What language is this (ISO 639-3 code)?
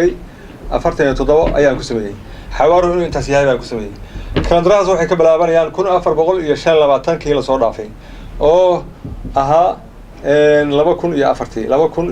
som